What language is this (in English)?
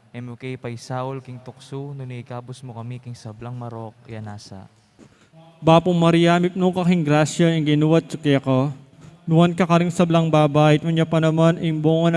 Pampanga